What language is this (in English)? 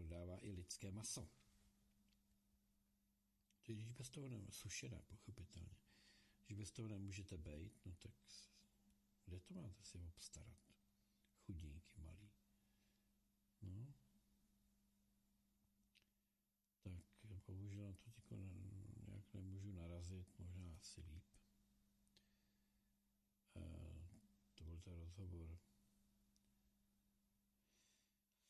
Czech